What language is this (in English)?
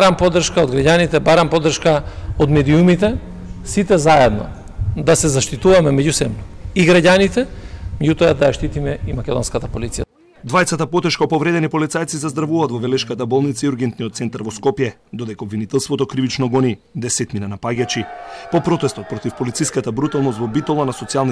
Macedonian